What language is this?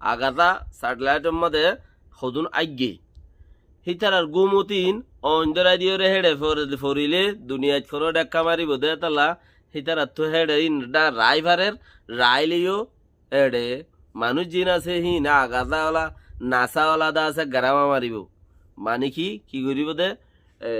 Rohingya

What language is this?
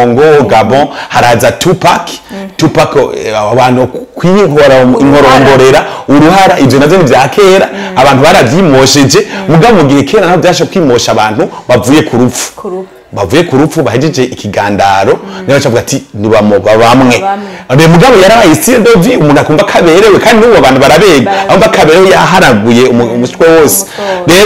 Rundi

